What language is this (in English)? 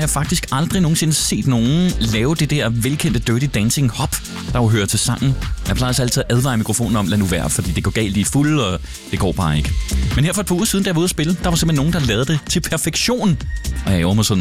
Danish